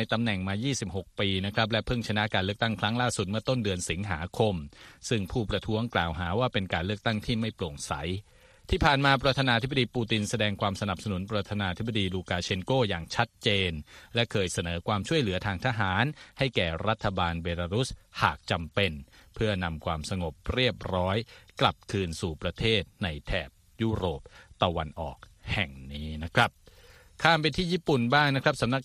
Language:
Thai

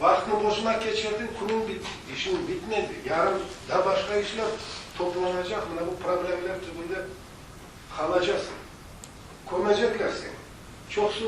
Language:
Crimean Tatar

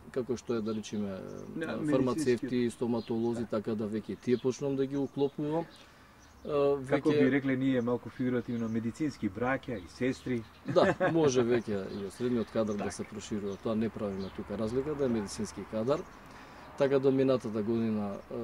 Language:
Macedonian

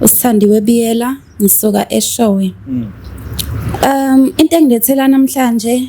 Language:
Zulu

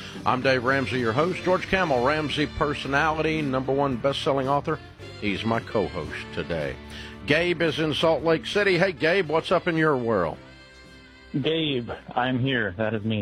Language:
English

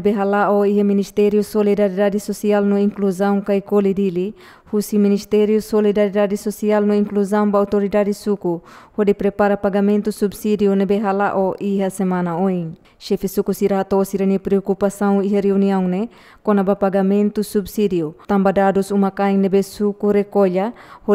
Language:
Tetum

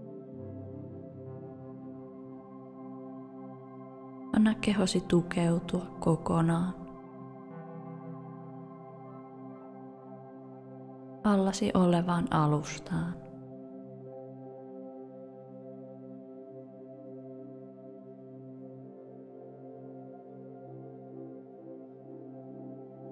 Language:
Finnish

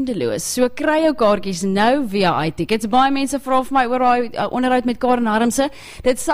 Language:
Afrikaans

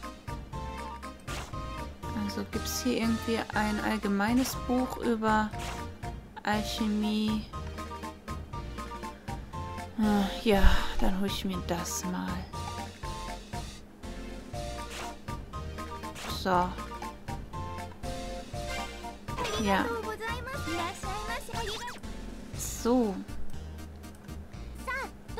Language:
German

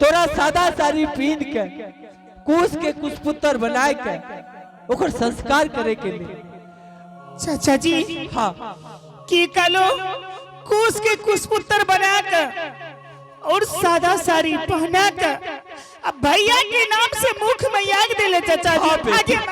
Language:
Angika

